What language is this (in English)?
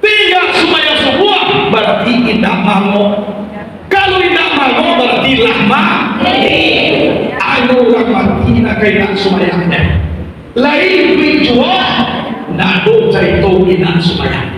Minangkabau